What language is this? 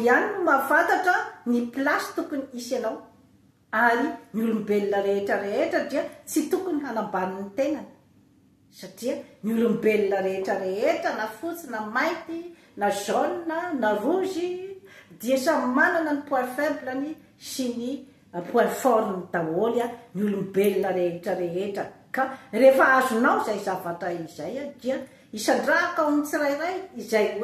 Malagasy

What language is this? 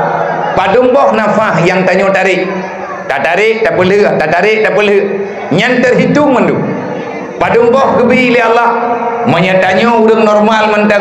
Achinese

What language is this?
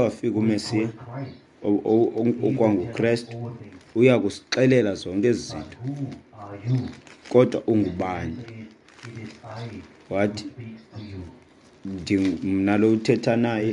Xhosa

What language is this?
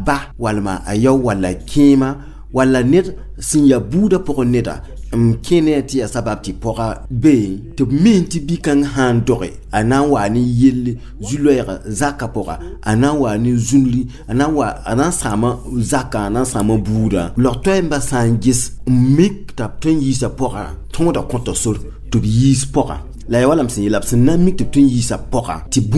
Mossi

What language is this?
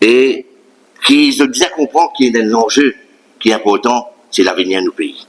Morisyen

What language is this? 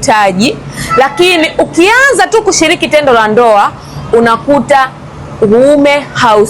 Swahili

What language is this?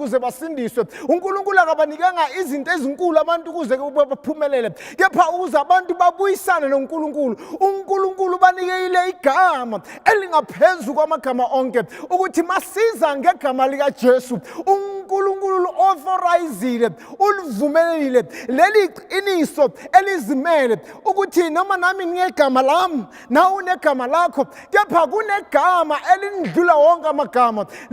Zulu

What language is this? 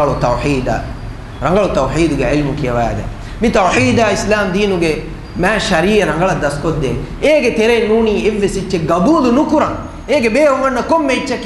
Divehi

